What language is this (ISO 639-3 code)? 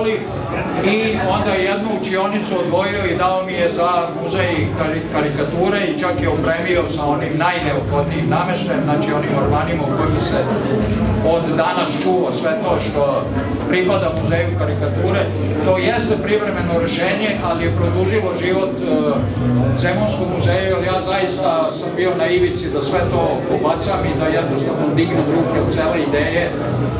srp